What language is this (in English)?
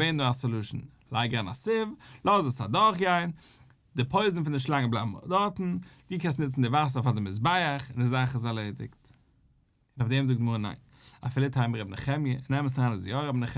Yiddish